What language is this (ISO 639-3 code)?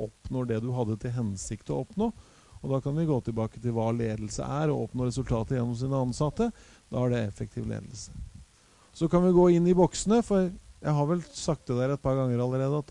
nor